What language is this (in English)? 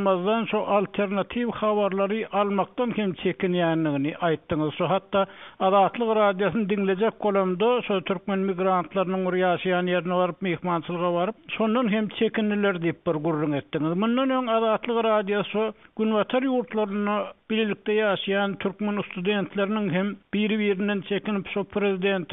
Turkmen